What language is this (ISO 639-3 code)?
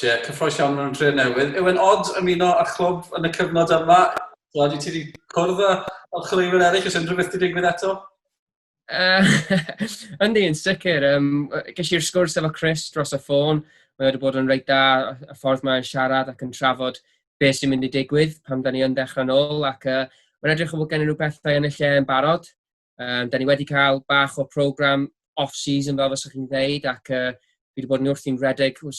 cym